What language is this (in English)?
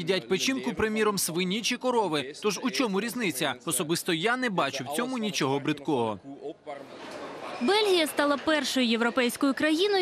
Ukrainian